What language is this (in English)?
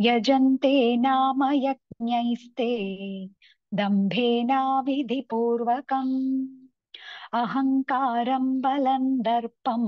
Sanskrit